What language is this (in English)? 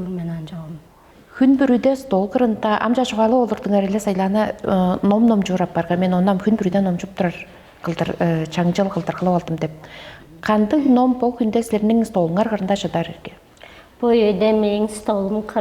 Tuvinian